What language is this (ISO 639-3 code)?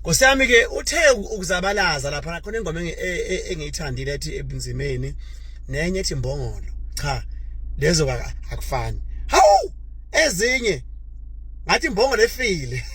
zul